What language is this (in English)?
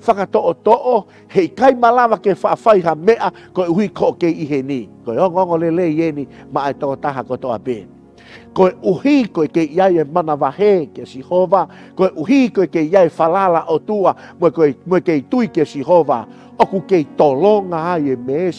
Tongan